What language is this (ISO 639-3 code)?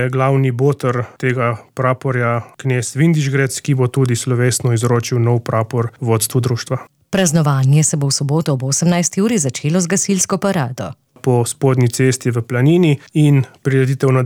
slv